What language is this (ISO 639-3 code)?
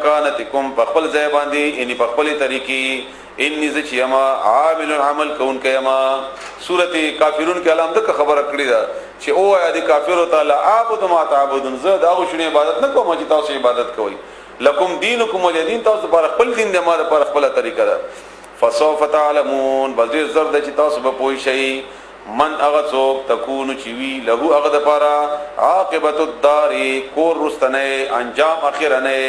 pus